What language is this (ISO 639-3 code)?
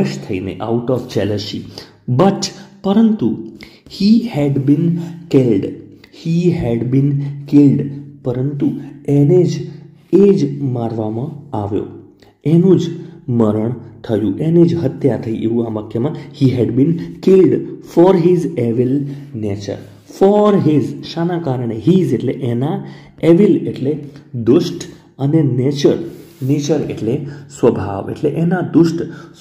guj